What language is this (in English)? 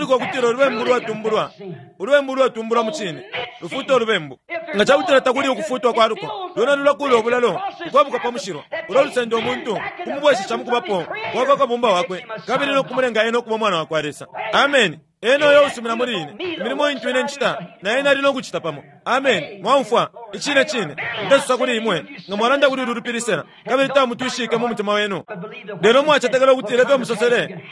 Bemba